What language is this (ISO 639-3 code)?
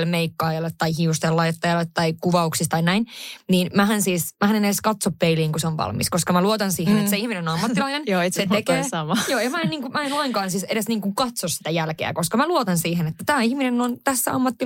fin